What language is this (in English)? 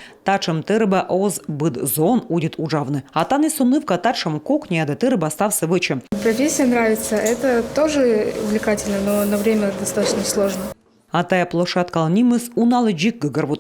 Komi